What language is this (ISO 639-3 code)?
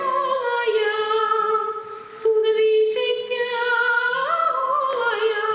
bak